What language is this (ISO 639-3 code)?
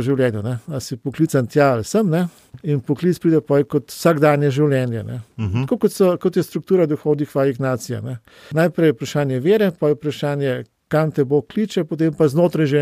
slv